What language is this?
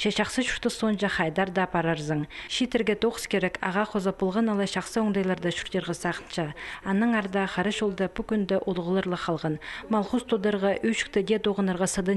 Khakas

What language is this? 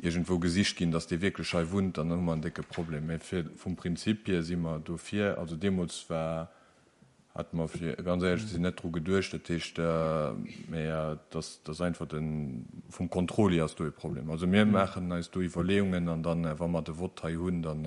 Luxembourgish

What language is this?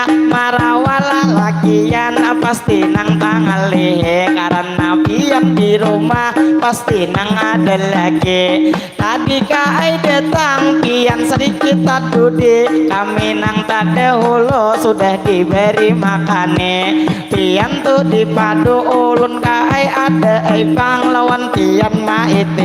Banjar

